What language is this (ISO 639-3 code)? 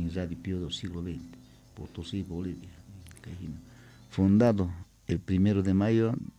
que